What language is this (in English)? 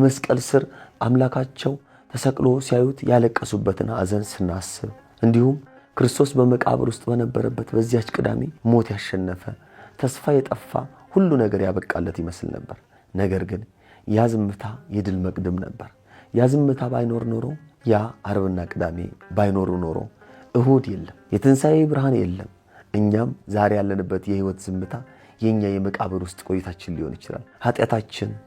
Amharic